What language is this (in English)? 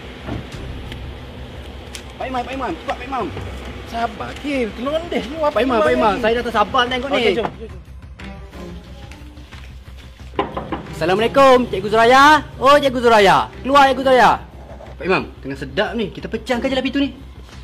Malay